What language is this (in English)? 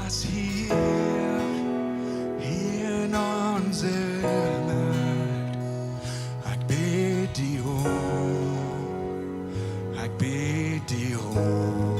Plautdietsch